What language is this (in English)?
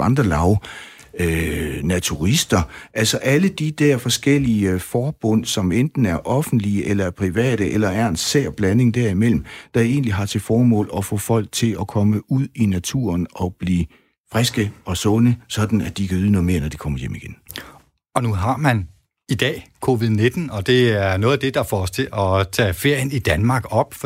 Danish